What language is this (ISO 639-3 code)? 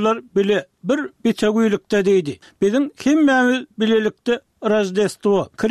tuk